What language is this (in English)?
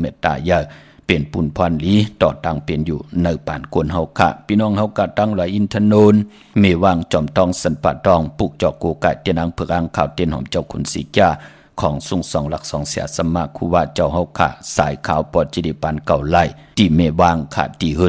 Shan